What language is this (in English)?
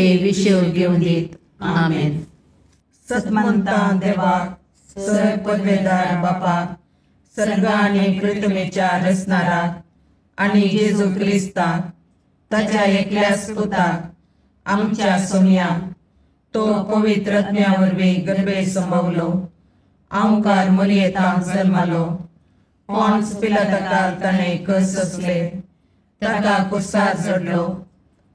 Konkani